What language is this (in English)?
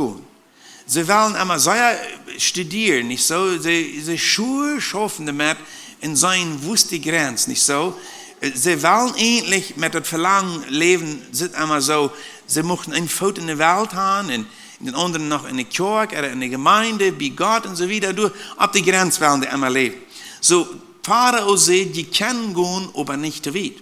Plautdietsch